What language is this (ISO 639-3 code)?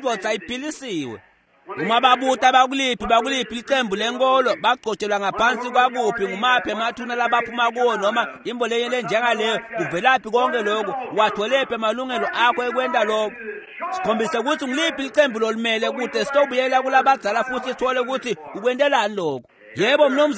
ssw